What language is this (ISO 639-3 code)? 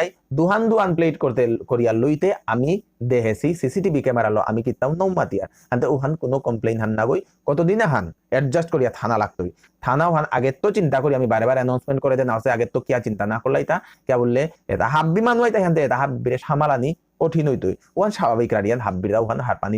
bpy